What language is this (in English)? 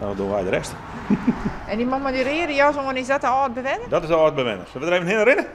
Western Frisian